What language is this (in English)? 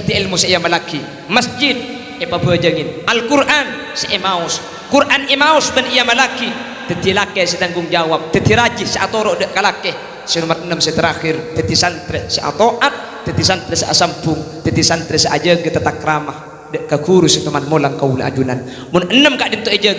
Madurese